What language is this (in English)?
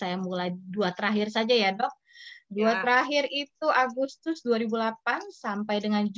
Indonesian